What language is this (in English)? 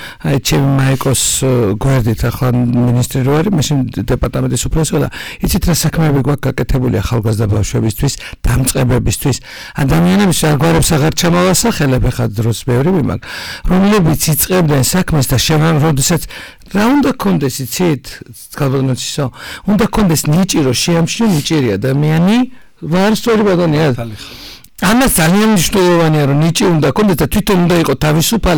Georgian